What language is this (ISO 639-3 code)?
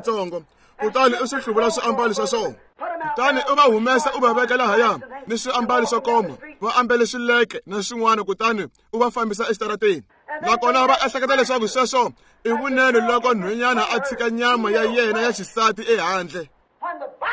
tso